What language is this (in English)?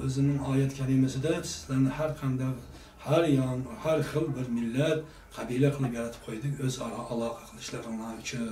Uyghur